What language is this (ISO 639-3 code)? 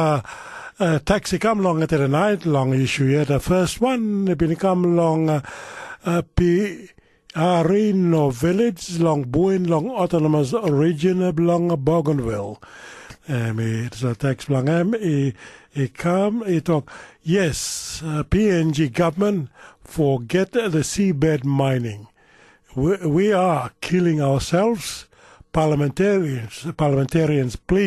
tpi